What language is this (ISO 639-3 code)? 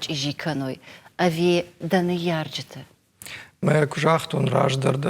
oss